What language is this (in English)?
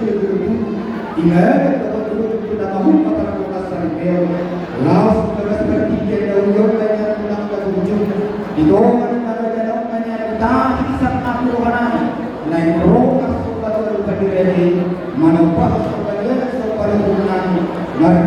Batak Toba